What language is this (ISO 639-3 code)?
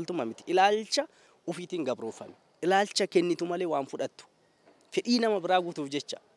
orm